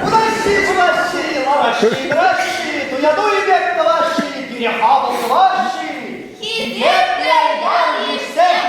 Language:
Chuvash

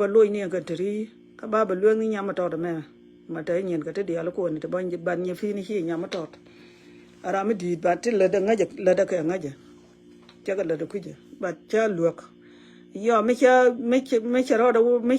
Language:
Nuer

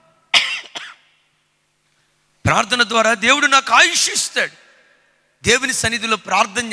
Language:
Telugu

